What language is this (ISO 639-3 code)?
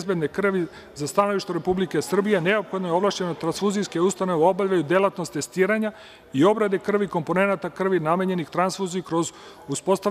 srp